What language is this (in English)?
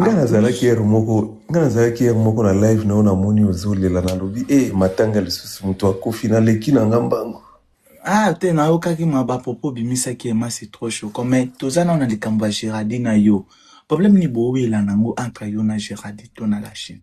Lingala